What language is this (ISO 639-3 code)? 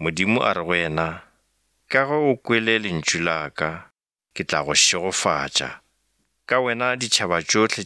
nso